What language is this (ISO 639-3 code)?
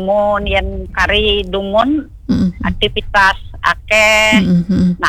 ban